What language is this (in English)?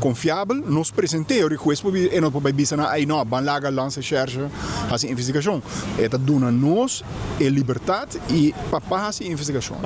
Papiamento